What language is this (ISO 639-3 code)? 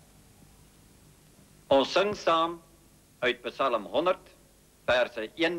afr